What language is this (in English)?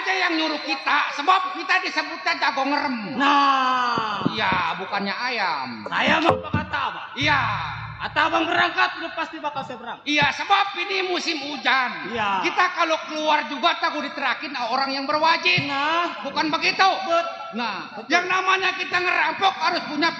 Betawi